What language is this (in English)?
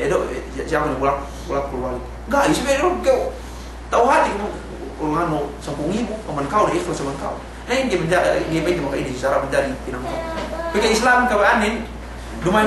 Yakan